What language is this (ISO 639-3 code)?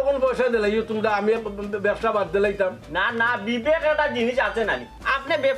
syl